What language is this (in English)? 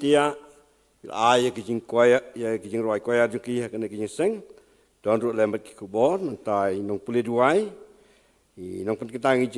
Khasi